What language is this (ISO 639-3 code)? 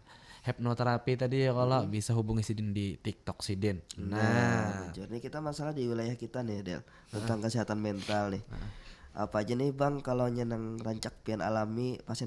bjn